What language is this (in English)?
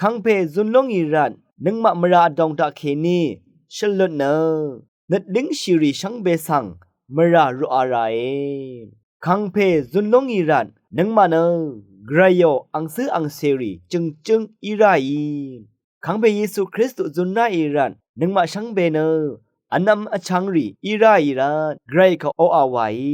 Rawang